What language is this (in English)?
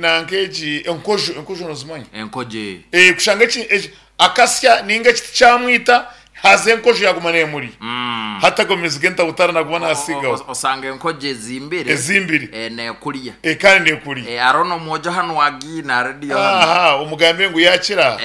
Nyankole